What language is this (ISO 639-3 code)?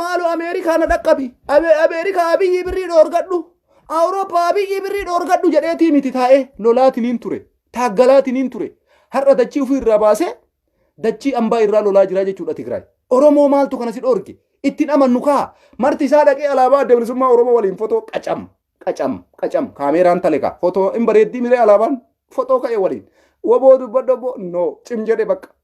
orm